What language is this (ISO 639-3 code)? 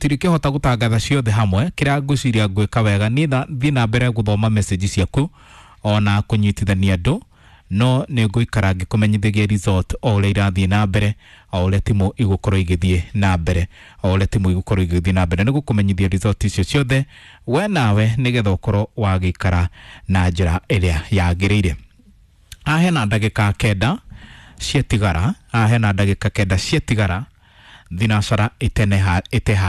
kik